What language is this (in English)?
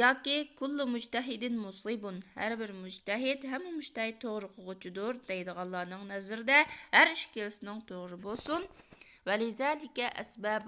Uyghur